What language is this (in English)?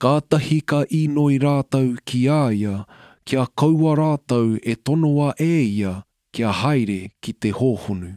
Māori